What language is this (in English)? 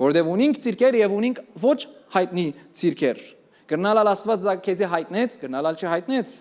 Western Armenian